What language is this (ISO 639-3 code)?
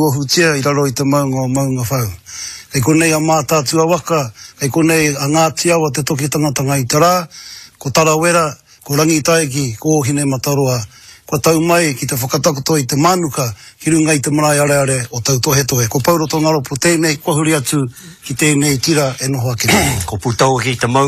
mri